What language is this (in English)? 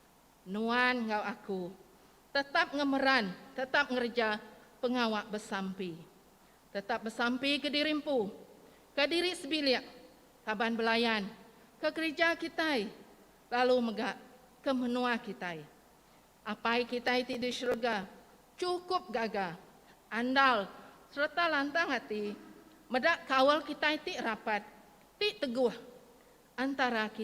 Iban